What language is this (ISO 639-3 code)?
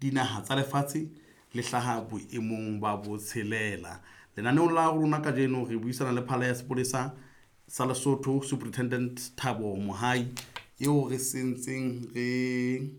sot